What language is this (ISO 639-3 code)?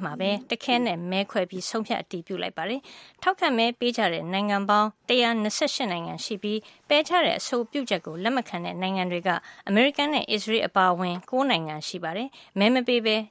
mya